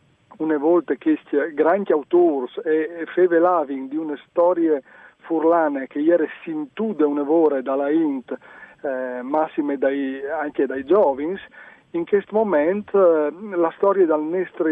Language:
Friulian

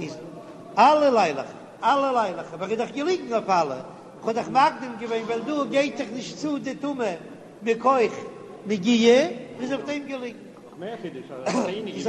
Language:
Yiddish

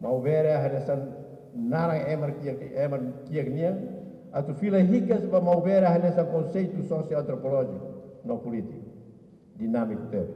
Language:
Tetum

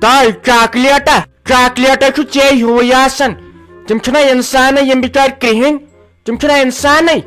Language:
Kashmiri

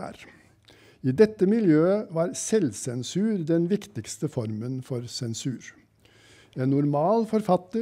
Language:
Norwegian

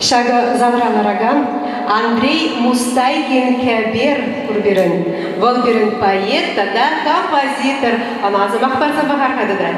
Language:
Chuvash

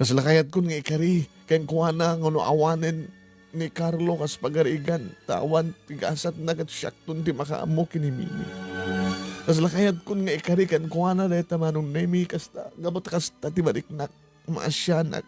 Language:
Iloko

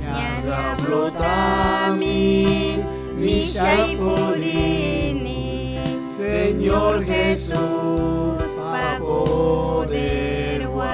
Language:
Chimborazo Highland Quichua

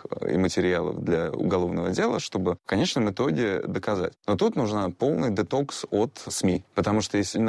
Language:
Russian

